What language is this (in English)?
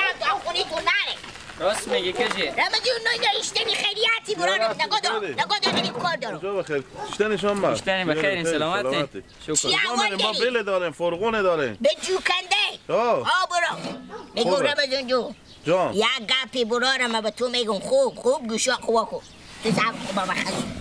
Hazaragi